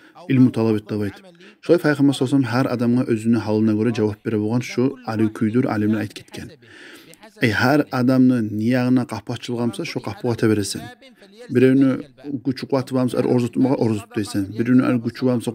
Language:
Kumyk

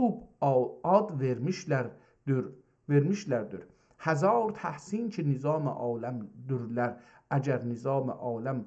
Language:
South Azerbaijani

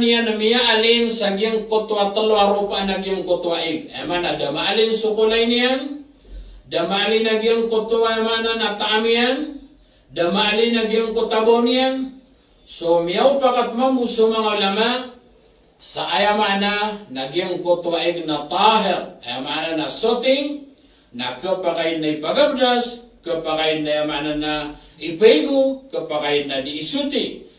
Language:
Maranao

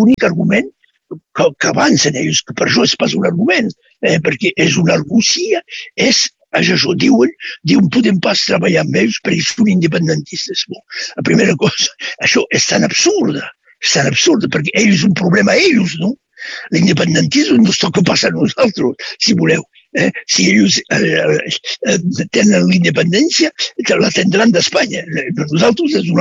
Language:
Catalan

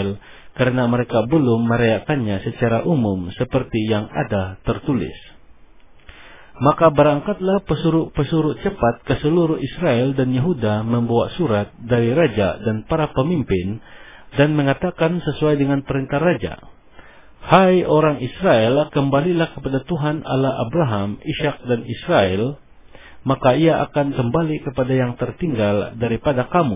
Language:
Indonesian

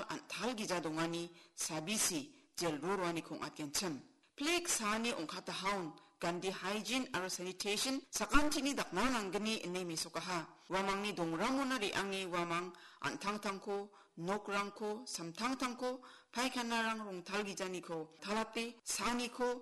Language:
Garo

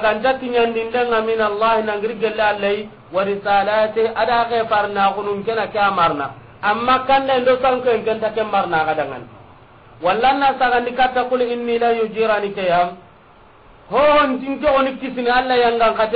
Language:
Soninke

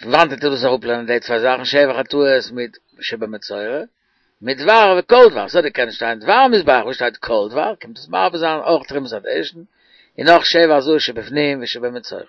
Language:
Yiddish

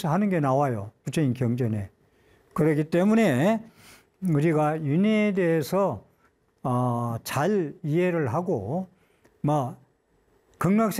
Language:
Korean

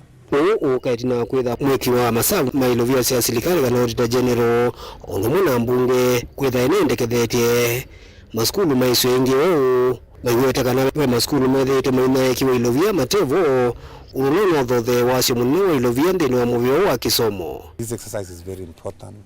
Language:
Kamba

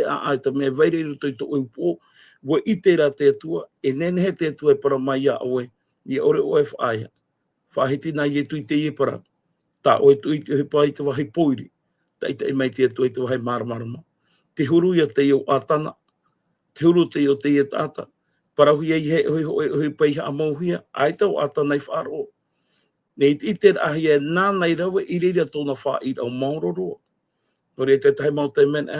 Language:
Tahitian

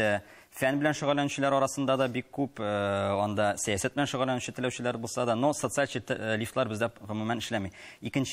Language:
Tatar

